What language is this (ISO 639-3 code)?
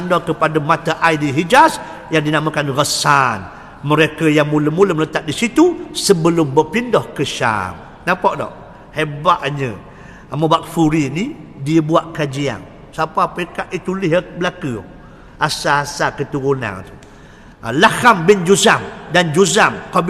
msa